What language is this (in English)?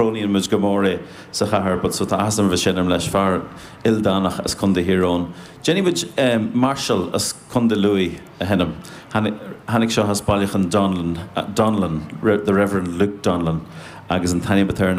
Irish